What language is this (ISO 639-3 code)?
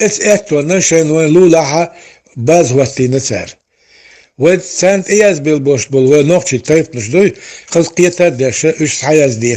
che